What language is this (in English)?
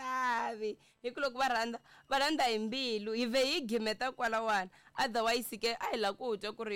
Tsonga